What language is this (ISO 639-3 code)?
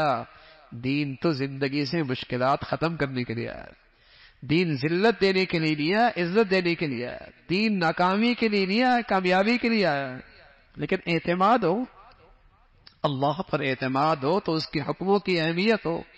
urd